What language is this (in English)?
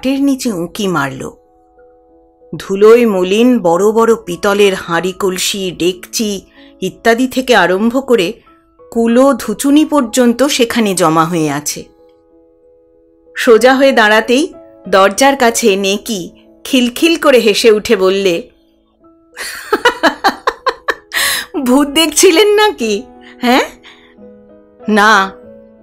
Bangla